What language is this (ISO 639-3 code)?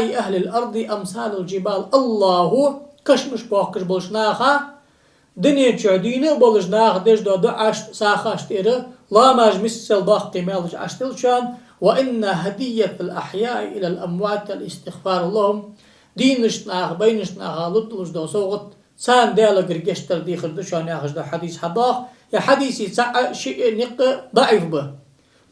inh